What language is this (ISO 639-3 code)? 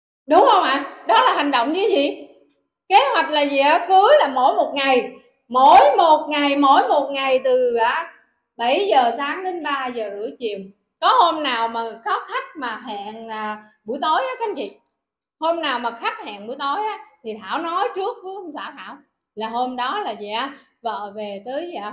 vie